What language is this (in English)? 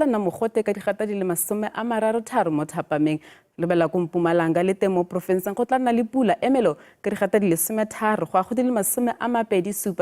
Tswana